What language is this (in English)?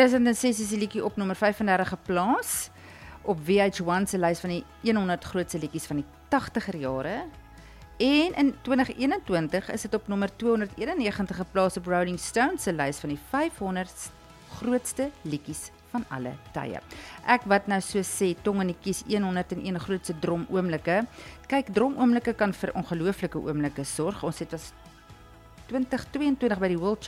Afrikaans